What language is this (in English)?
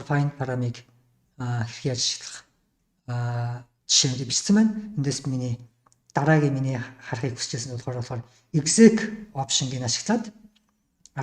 Mongolian